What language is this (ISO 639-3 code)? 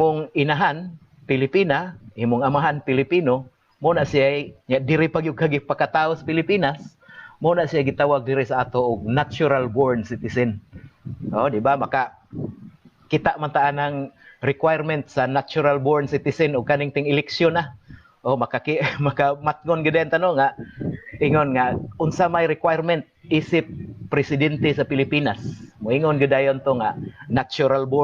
ceb